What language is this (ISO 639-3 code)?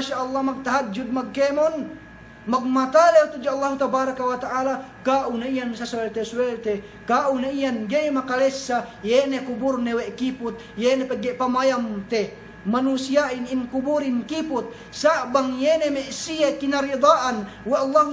yka